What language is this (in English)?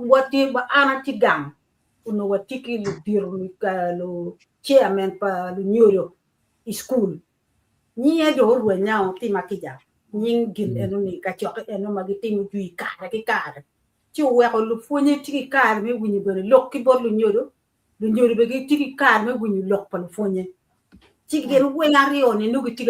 Acoli